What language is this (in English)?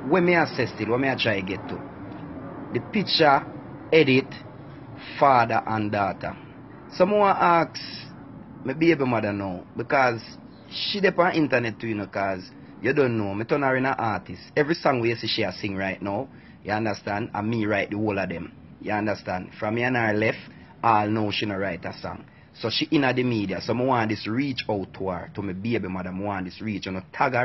Jamaican Creole English